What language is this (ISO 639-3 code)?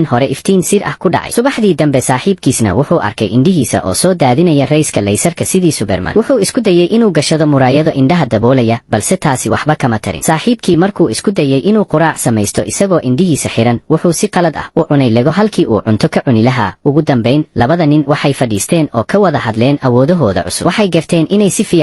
som